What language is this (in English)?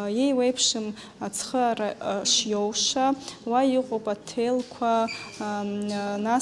Abkhazian